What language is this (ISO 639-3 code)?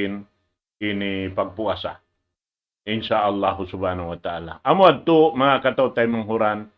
tsg